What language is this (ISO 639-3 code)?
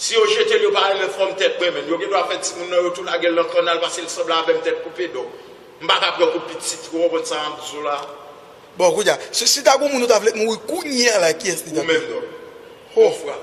hat